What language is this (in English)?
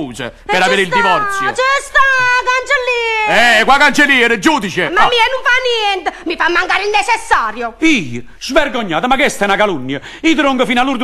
Neapolitan